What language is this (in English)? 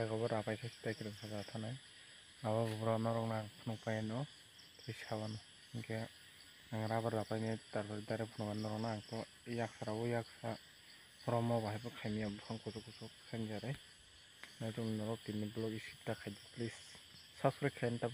Kok Borok